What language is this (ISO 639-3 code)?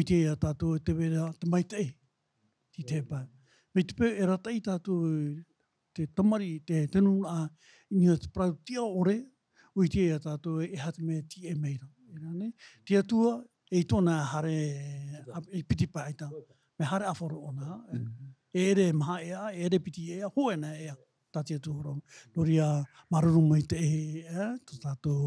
tah